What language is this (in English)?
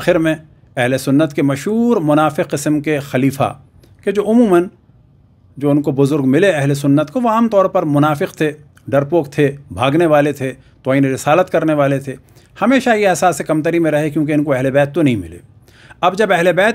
Urdu